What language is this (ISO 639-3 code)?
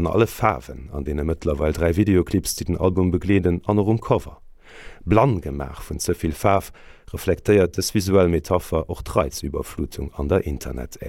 ltz